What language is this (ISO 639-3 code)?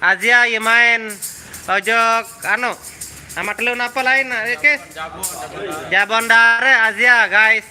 sas